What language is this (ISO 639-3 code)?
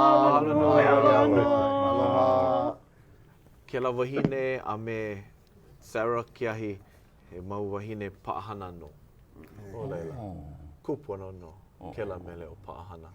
haw